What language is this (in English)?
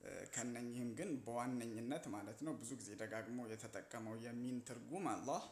Amharic